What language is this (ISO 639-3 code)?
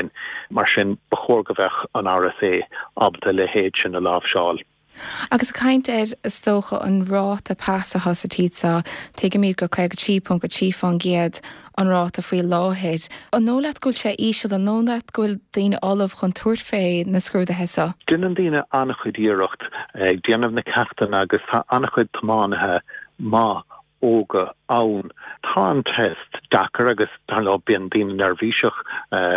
gle